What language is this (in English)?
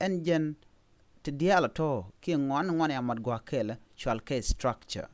Nuer